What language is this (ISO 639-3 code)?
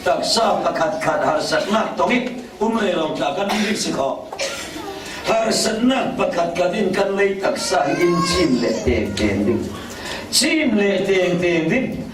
cfm